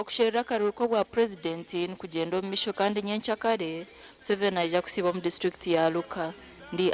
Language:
Nyankole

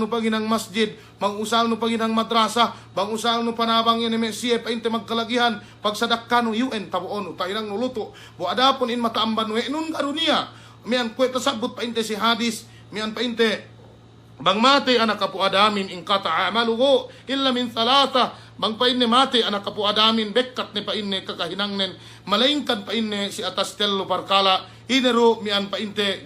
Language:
Yakan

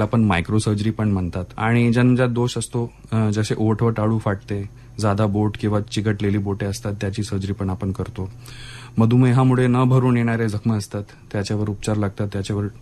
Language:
Marathi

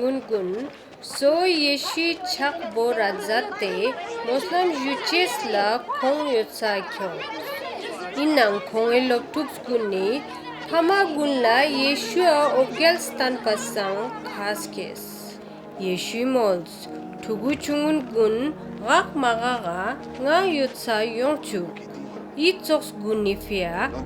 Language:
Ladakhi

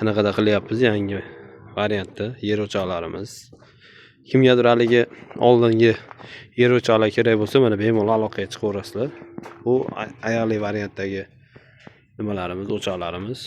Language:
Uzbek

